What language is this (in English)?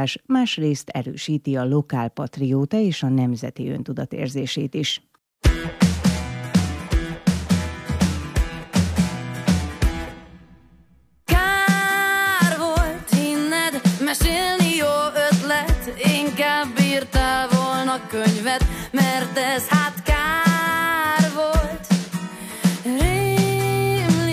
Hungarian